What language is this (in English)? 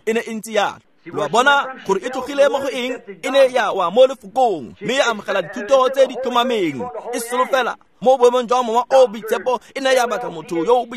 Tswana